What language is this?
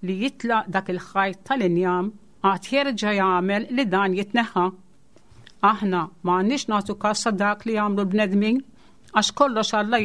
Maltese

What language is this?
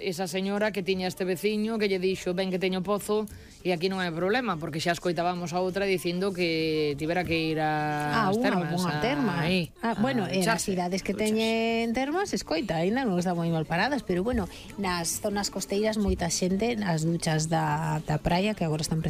Galician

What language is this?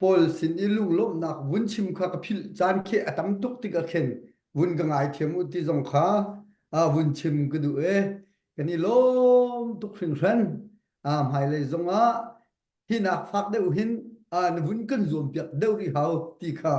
Hakha Chin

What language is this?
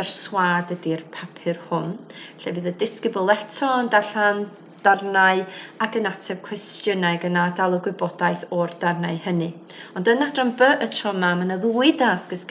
Welsh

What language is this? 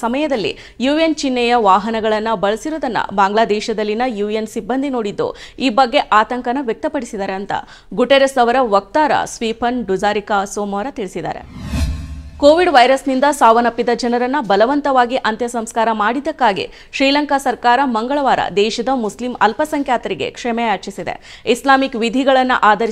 Kannada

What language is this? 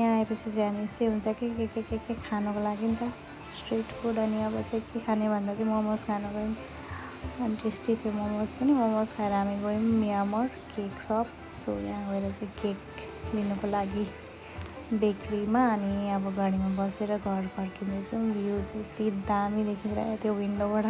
Nepali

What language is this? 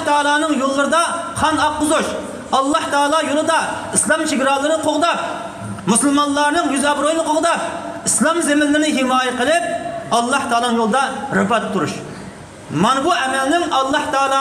Uyghur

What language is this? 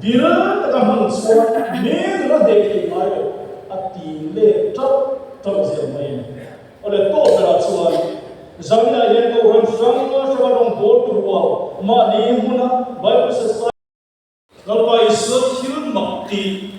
Mizo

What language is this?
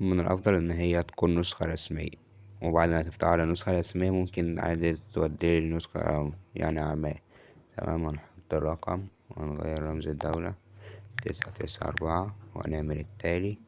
Egyptian Arabic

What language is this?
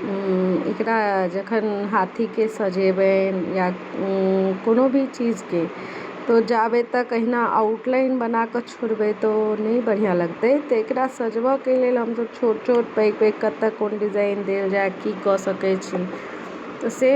Maithili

